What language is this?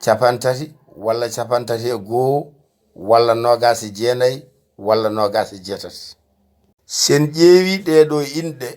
Fula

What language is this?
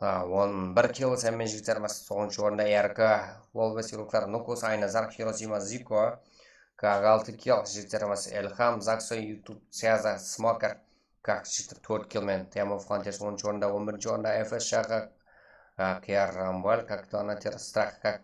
Kara-Kalpak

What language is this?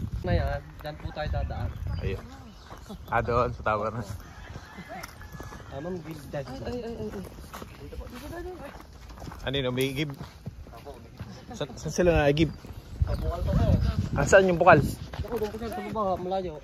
Filipino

